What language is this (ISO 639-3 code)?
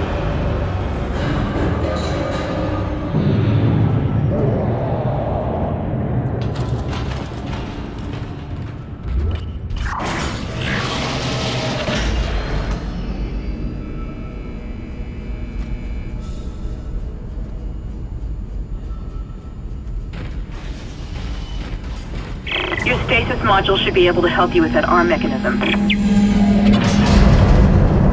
eng